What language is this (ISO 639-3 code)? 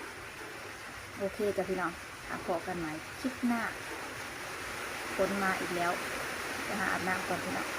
lao